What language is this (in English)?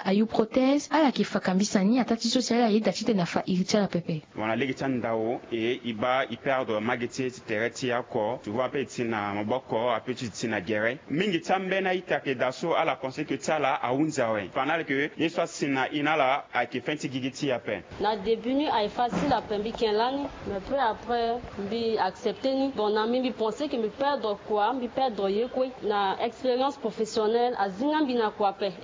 Sango